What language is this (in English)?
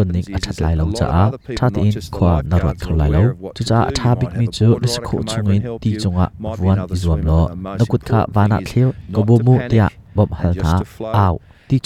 Hakha Chin